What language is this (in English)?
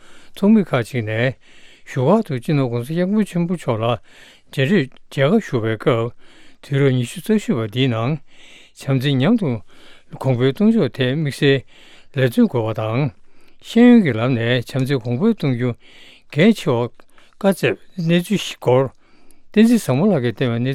Tibetan